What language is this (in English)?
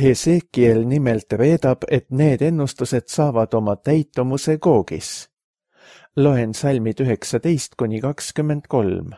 Estonian